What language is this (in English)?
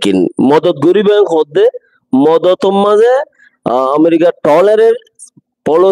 Rohingya